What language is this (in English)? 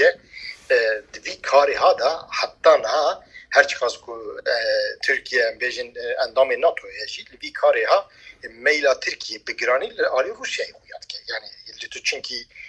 Kurdish